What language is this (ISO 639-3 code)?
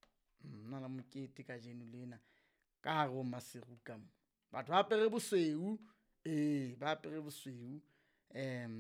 sot